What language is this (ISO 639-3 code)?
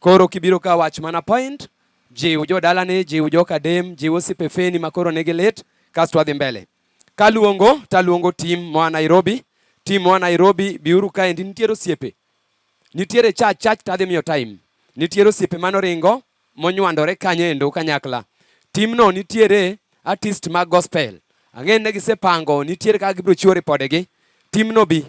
luo